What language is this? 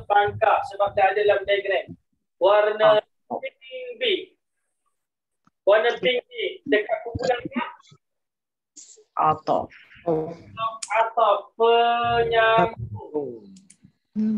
Malay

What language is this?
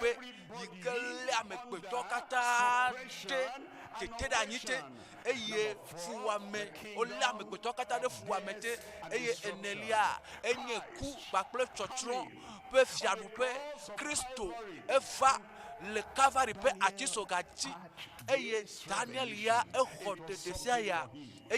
Ewe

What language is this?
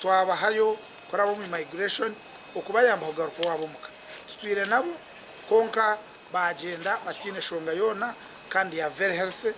Nyankole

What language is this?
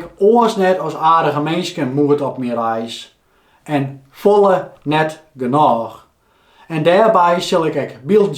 Western Frisian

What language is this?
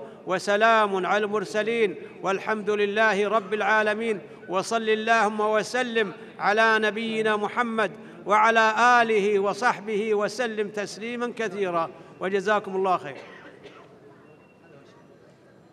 Arabic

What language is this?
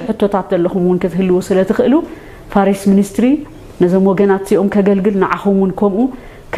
Tigrinya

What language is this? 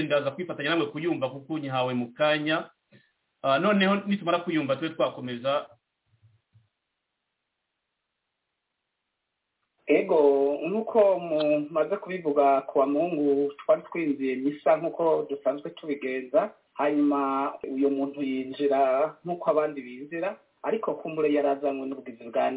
Kinyarwanda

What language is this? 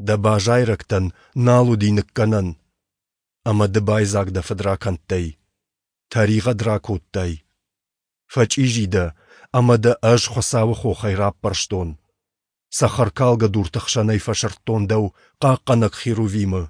Ossetic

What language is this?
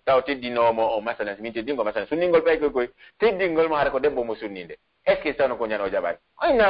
Pular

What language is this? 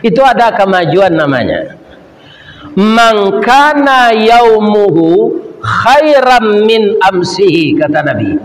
Minangkabau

